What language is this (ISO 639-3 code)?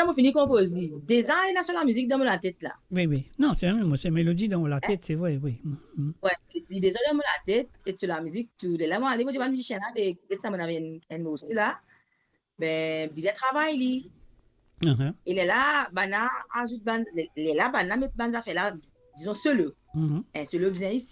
mfe